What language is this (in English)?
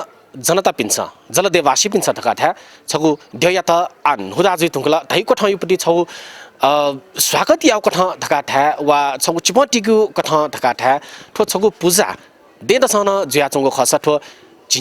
Newari